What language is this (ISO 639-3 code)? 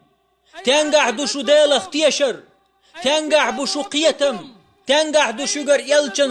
che